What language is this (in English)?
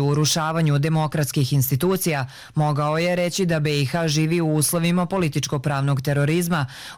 Bosnian